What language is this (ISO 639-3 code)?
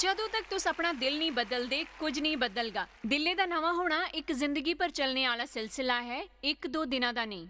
doi